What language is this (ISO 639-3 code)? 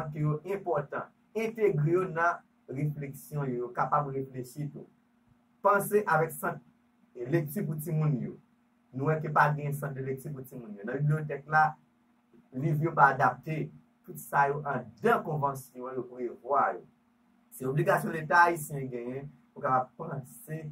hat